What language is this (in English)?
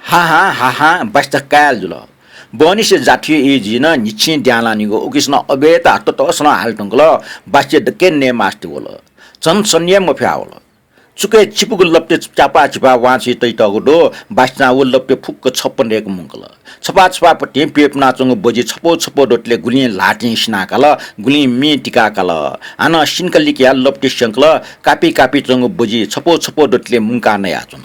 Newari